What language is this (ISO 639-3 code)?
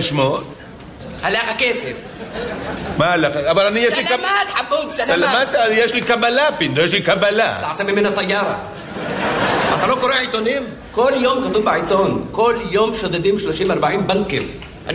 heb